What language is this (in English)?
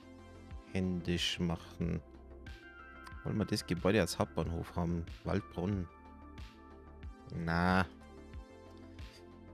German